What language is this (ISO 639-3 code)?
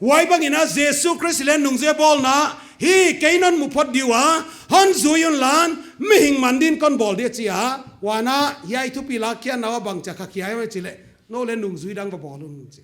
pck